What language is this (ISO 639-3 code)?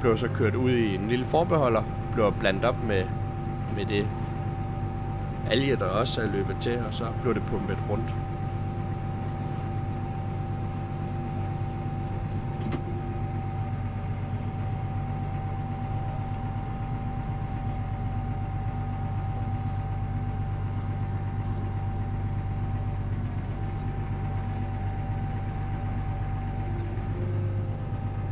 dan